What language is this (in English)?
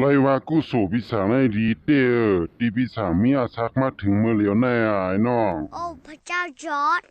Shan